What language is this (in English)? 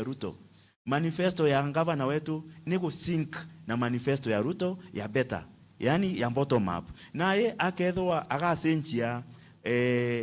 Meru